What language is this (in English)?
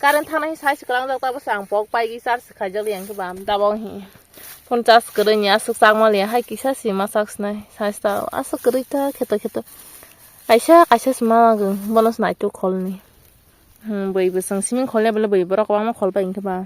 Kok Borok